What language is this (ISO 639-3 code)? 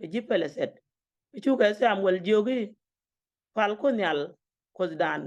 nus